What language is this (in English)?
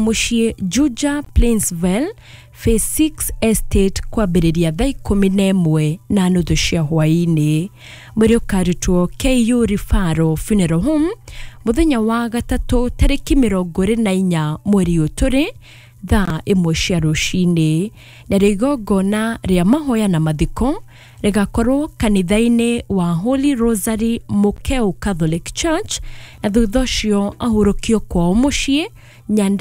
Kikuyu